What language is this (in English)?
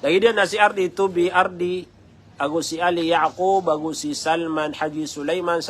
Maranao